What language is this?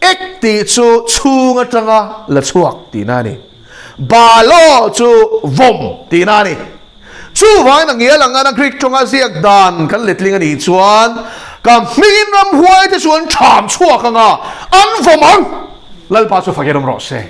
Mizo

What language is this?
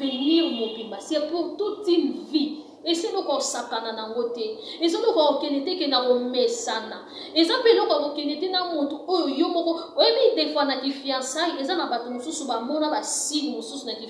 Lingala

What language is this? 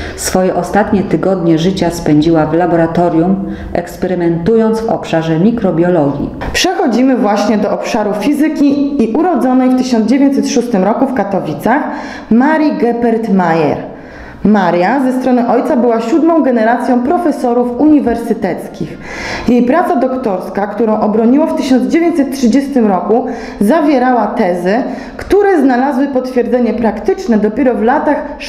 Polish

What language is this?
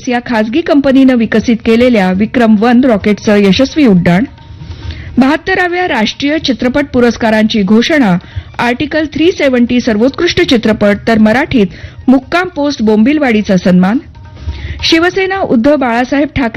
Marathi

